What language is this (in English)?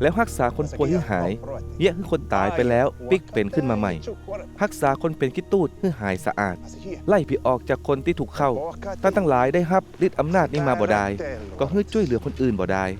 Northern Thai